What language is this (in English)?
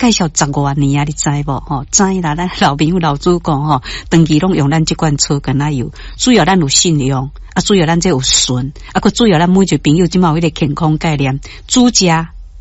Min Nan Chinese